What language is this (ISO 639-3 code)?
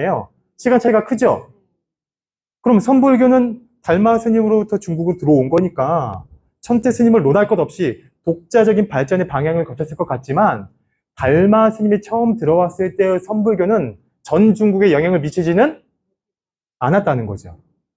kor